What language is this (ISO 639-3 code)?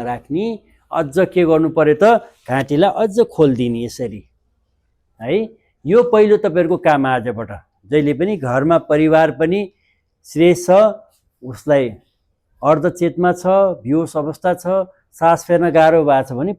nep